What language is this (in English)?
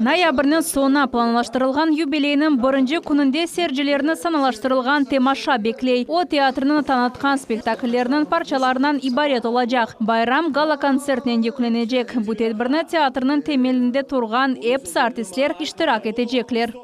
Crimean Tatar